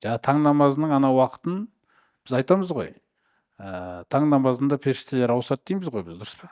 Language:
Kazakh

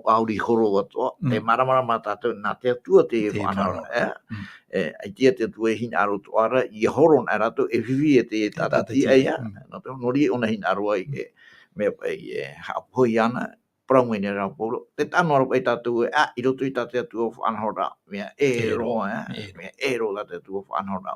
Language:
Tahitian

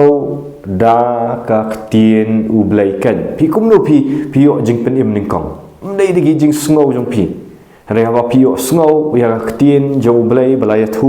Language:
Khasi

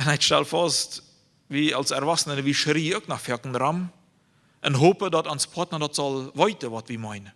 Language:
Plautdietsch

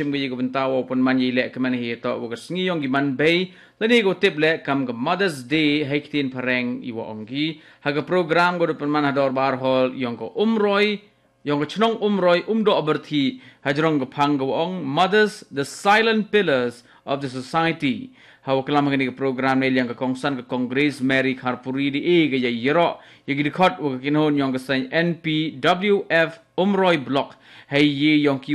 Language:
Khasi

